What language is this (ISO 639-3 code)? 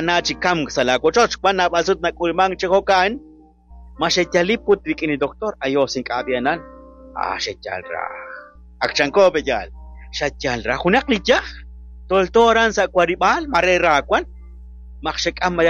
kek